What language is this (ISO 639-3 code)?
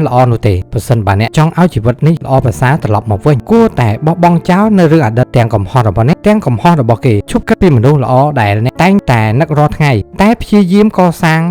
khm